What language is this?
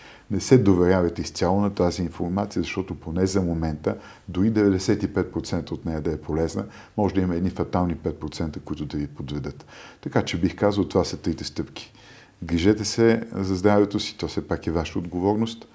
Bulgarian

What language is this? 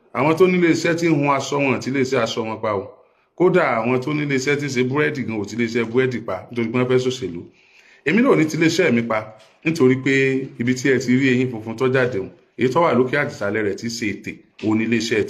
Yoruba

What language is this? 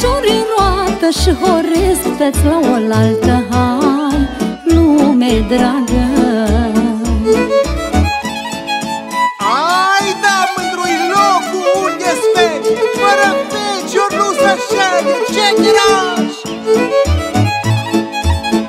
Romanian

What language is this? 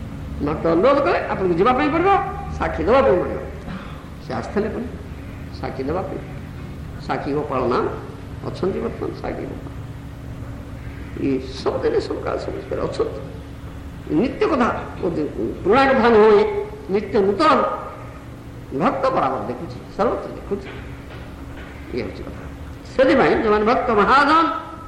Odia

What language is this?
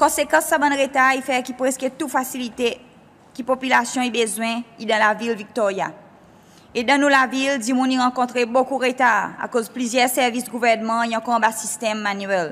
Seselwa Creole French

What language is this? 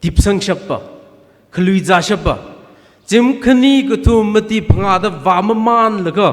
Tangkhul Naga (India)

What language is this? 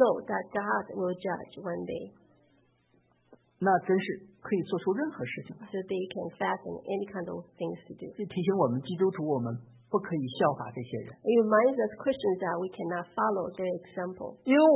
Chinese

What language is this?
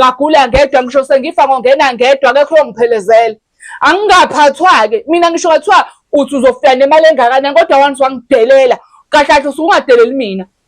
Zulu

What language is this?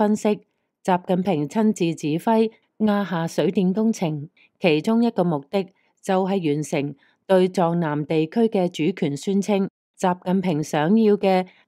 Cantonese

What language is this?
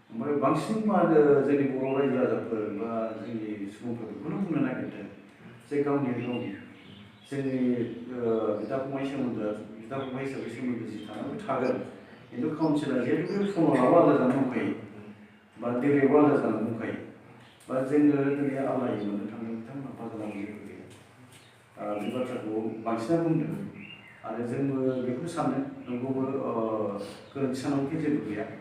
Bodo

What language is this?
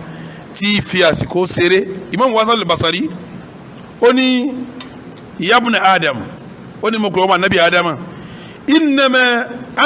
Yoruba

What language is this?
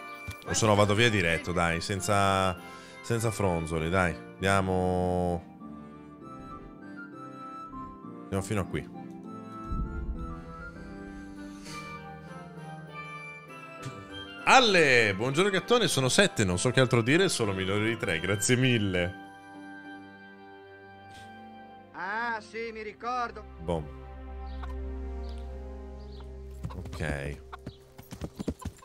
Italian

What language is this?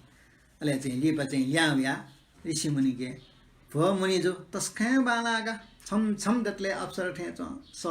Newari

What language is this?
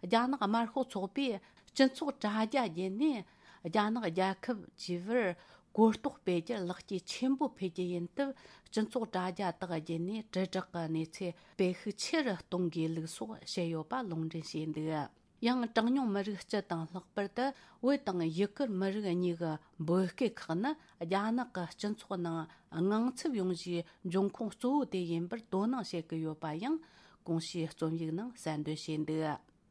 Tibetan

